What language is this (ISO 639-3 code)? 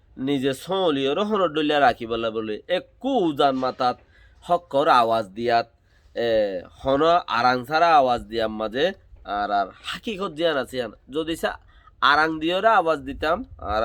rhg